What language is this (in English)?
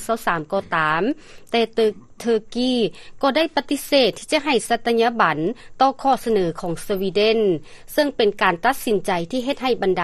Lao